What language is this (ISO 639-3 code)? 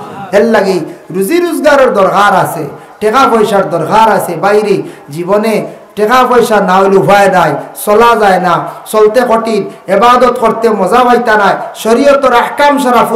syl